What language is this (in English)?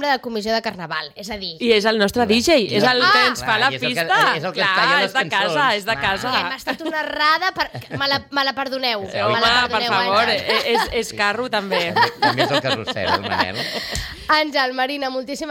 Catalan